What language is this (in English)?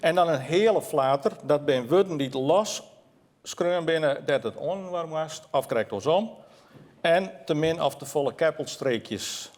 Western Frisian